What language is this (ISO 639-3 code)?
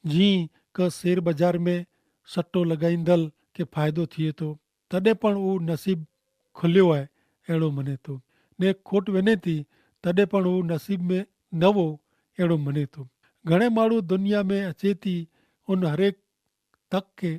kfr